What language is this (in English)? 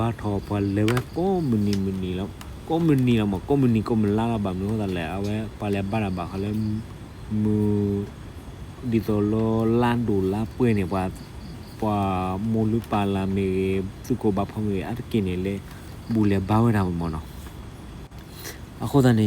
S'gaw Karen